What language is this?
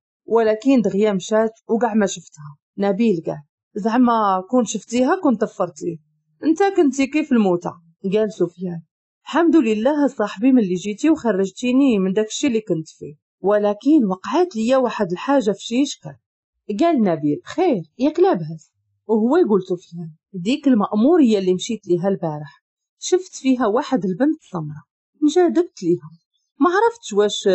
Moroccan Arabic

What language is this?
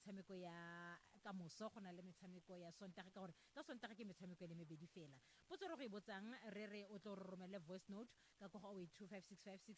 Tswana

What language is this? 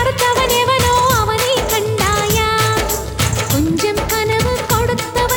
Tamil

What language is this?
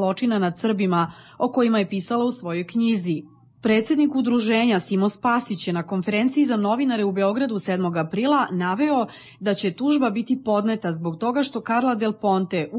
Serbian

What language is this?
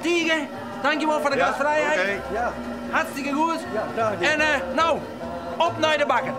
Western Frisian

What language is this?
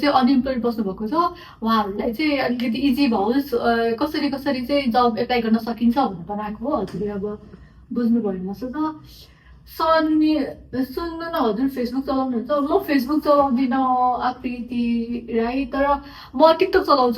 Nepali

